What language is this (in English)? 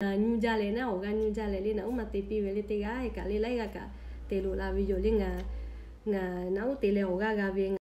Lahu